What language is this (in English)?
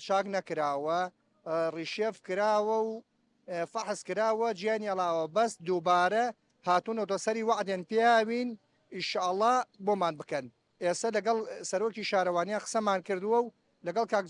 Central Kurdish